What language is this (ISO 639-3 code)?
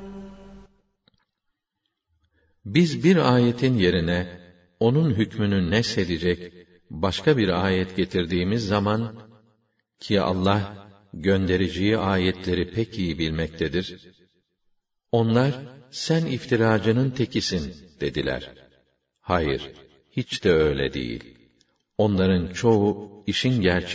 tur